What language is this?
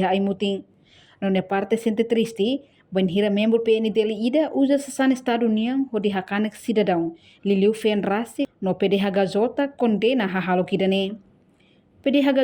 Tetum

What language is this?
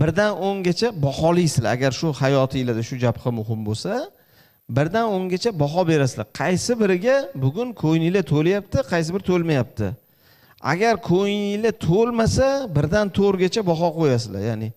Uzbek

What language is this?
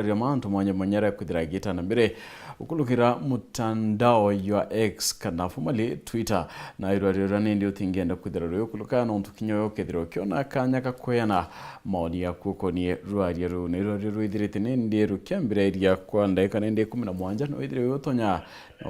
Meru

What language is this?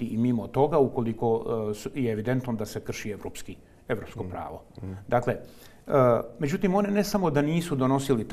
Croatian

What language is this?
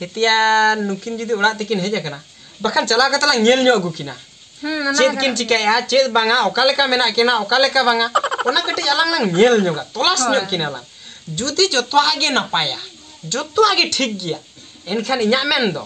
Santali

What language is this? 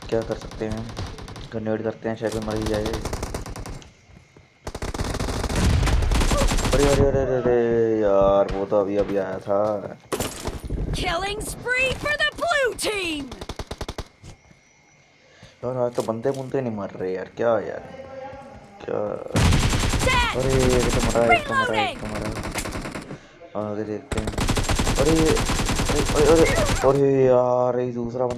Hindi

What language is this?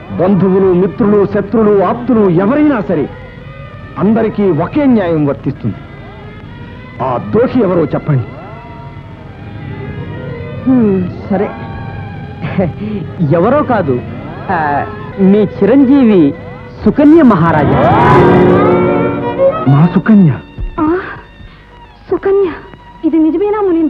Telugu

